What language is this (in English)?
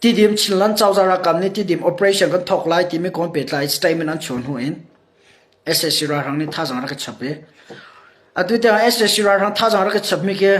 Hakha Chin